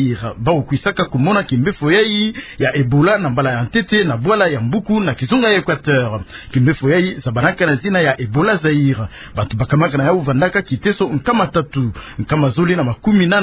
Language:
Kituba (Democratic Republic of Congo)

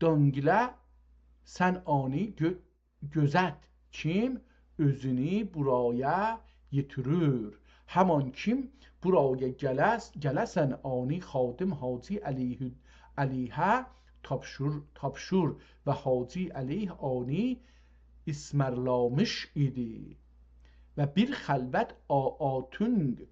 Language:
South Azerbaijani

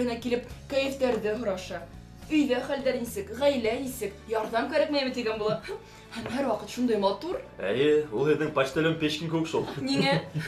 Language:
Bashkir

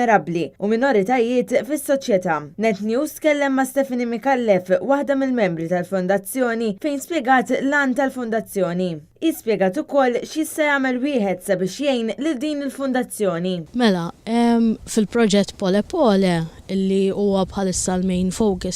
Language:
Maltese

